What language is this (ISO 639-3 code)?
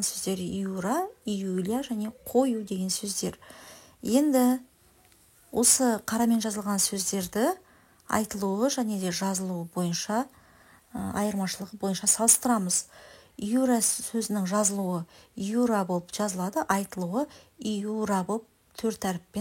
kaz